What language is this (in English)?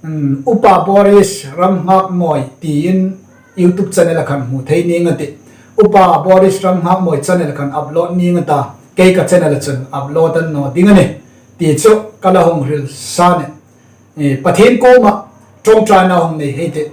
Hmar